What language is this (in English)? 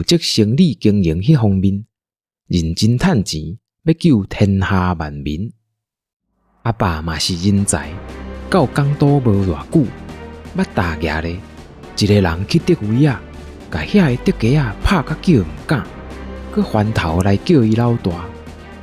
Min Nan Chinese